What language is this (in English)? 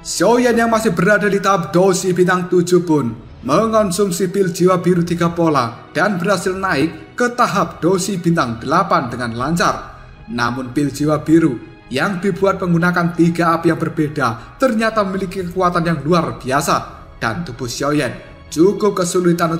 Indonesian